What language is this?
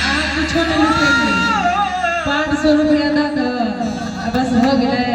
Maithili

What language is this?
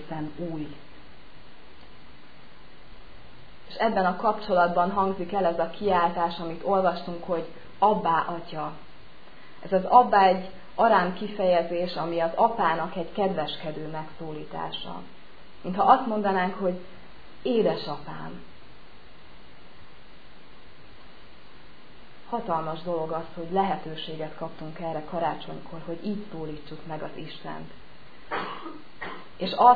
Hungarian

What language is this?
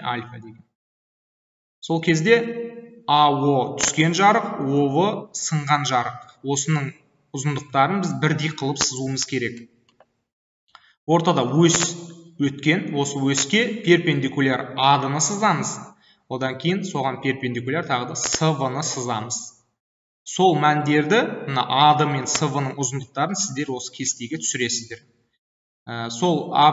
Kazakh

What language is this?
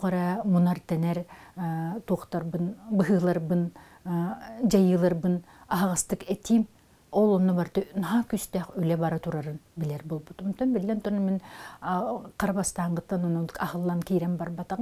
Yakut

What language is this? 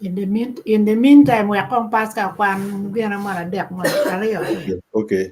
Acoli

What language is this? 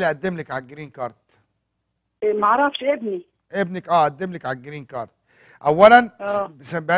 Egyptian Arabic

